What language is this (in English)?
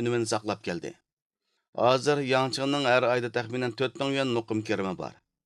Uyghur